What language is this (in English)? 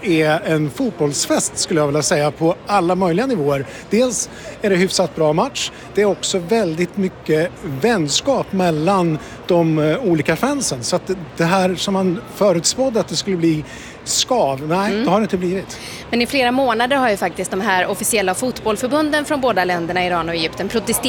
Swedish